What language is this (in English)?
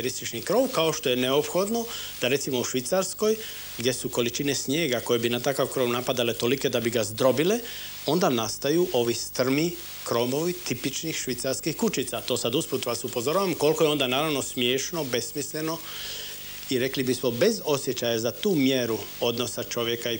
Croatian